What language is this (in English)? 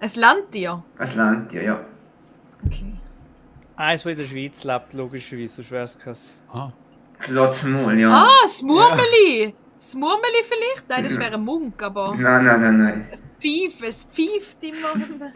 Swiss German